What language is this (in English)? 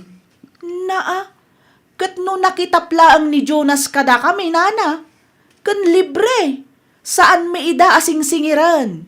Iloko